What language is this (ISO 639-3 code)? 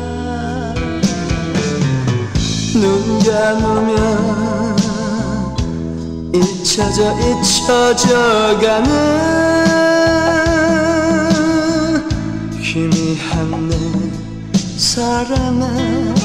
kor